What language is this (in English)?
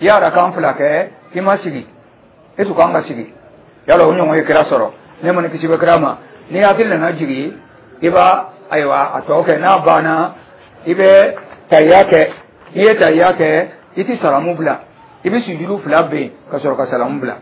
Dyula